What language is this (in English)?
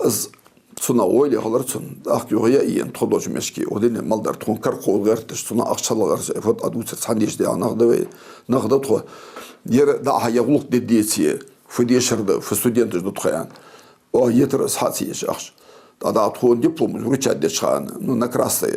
Ingush